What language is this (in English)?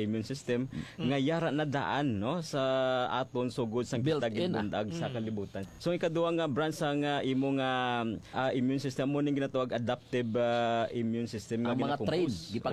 Hiligaynon